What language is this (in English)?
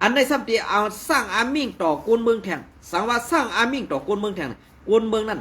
Shan